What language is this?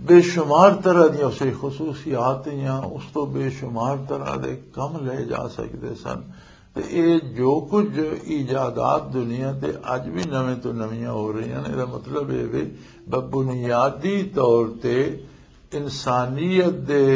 Western Panjabi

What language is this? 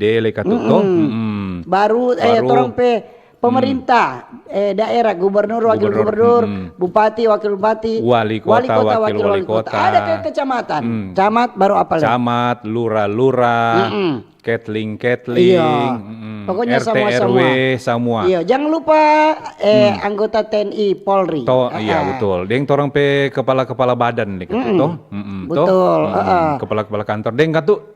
Manado Malay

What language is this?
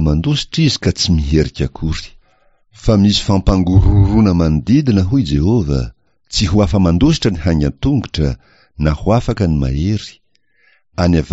Malagasy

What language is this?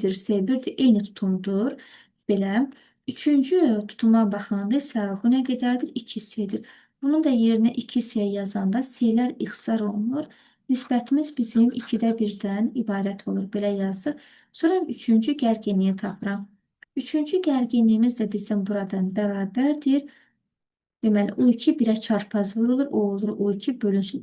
Azerbaijani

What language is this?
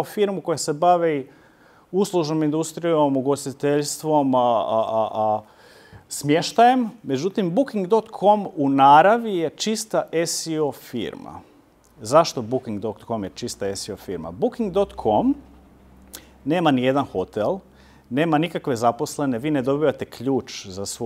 Croatian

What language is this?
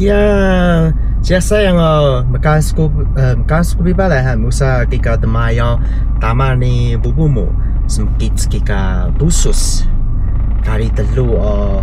Taroko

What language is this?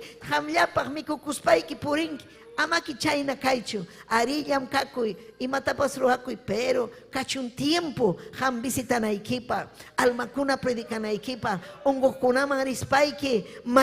Ayacucho Quechua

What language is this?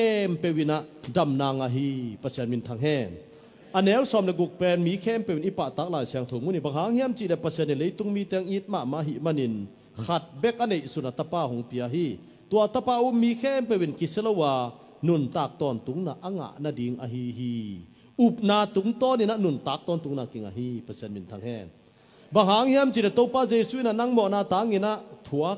Tedim Chin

